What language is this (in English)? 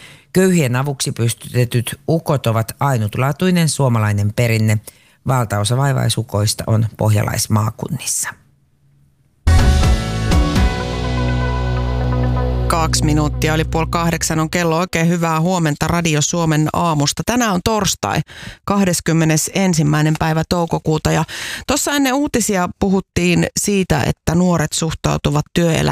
Finnish